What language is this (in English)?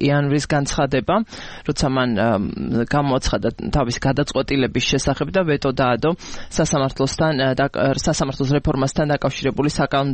Georgian